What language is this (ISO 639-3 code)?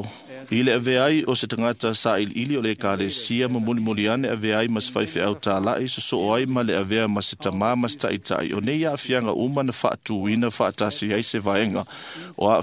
smo